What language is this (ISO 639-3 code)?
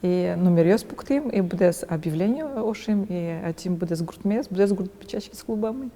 udm